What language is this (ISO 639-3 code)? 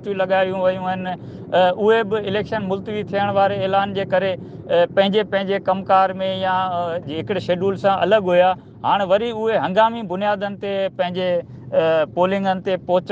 snd